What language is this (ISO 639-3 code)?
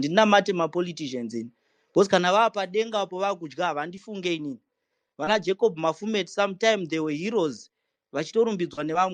sna